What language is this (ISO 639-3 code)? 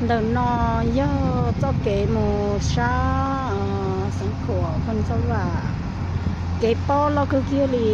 hmn